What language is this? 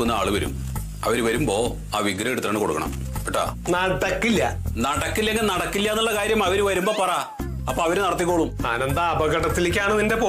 Malayalam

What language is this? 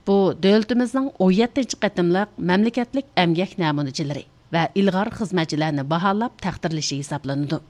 Uyghur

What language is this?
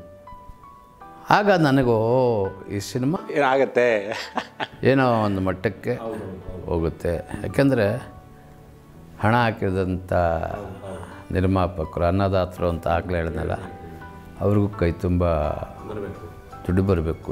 Kannada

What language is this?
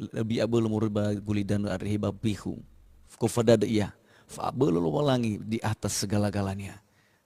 Nias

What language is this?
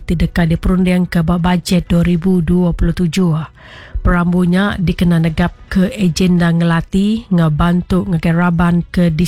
Iban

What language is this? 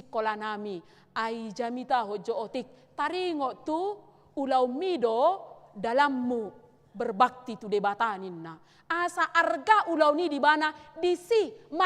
Batak Toba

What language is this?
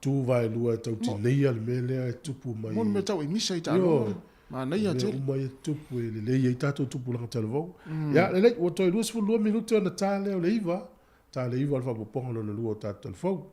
Samoan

